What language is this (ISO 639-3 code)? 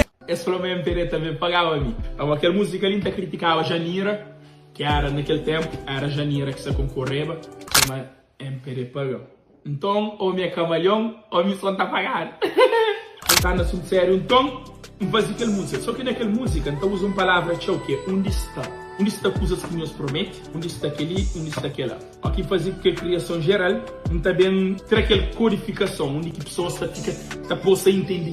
kea